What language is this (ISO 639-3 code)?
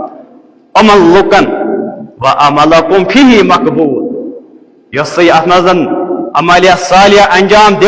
kas